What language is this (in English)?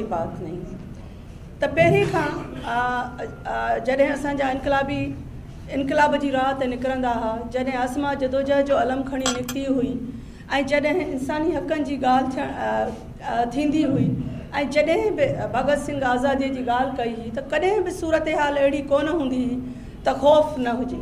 Sindhi